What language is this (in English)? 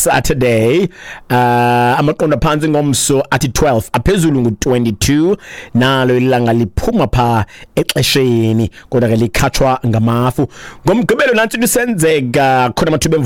Xhosa